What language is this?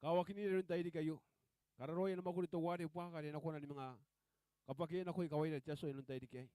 Gilbertese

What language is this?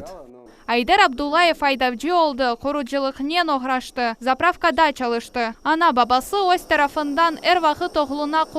Crimean Tatar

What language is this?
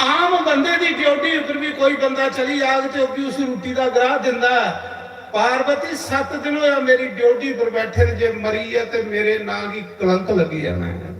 Dogri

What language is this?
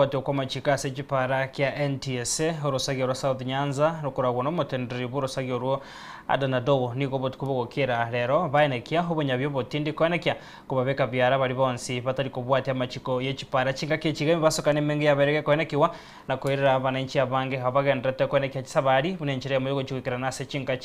Gusii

